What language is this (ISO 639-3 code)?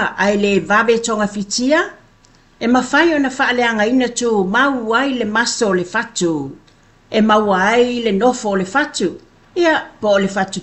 smo